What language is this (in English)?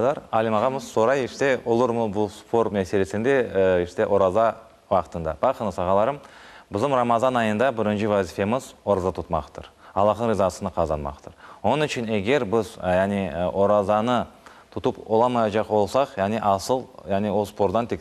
Crimean Tatar